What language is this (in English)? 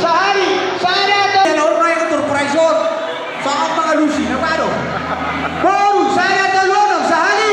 Batak Toba